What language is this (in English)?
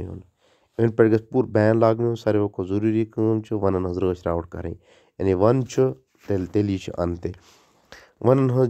Kashmiri